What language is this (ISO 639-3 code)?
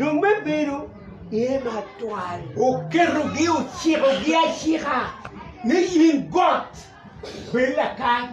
ach